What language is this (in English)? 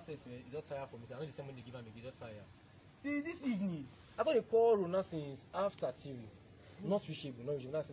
Nigerian Pidgin